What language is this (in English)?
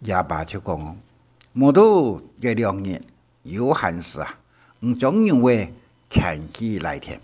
Hakka Chinese